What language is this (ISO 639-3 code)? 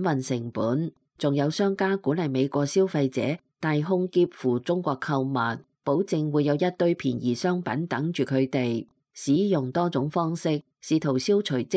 yue